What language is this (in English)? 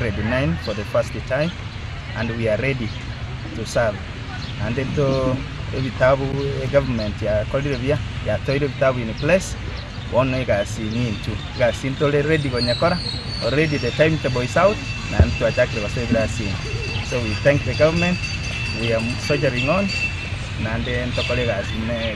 Gusii